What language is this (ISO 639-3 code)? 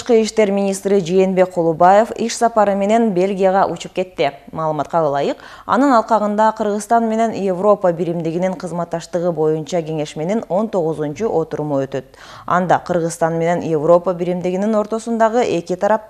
kir